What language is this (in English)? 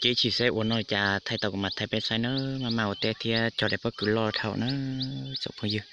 Hmong